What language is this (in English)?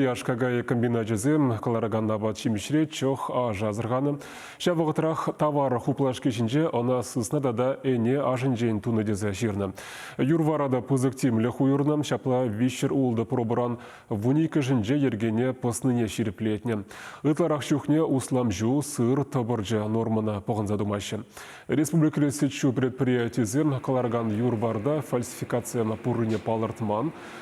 Chuvash